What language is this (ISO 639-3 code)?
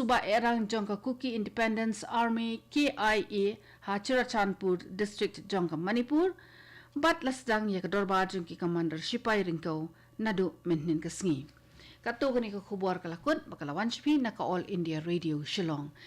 kha